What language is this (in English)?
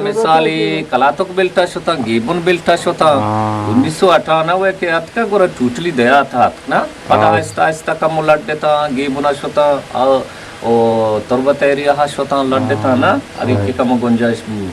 Eastern Balochi